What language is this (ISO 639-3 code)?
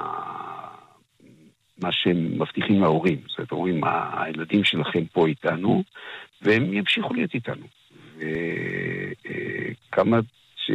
heb